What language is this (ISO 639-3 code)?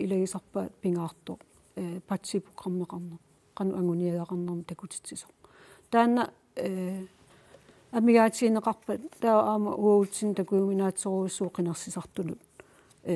kal